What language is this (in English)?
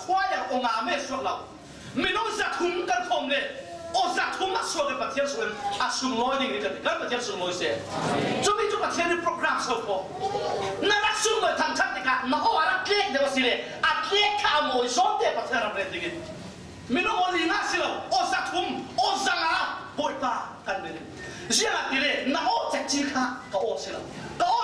Falam Chin